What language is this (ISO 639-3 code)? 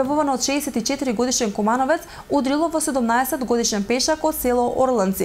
mkd